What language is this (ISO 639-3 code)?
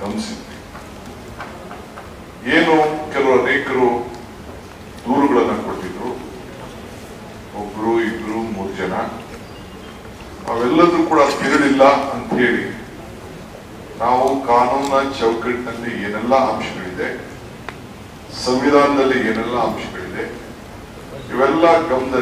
kan